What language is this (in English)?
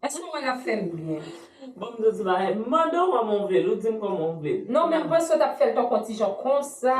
Haitian Creole